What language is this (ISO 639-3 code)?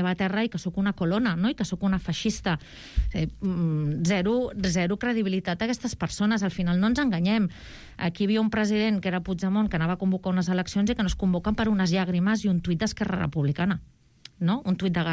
cat